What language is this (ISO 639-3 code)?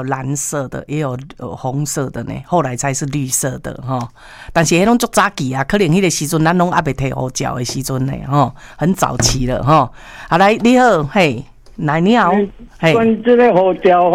nan